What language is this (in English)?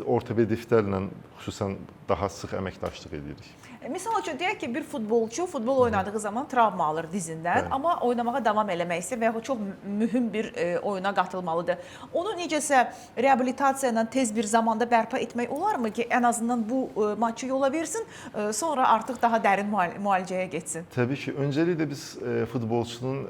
Azerbaijani